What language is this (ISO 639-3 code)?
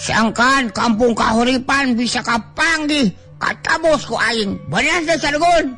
sun